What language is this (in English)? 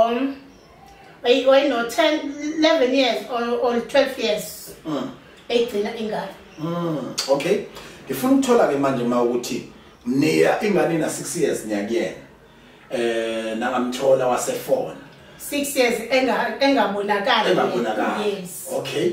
Zulu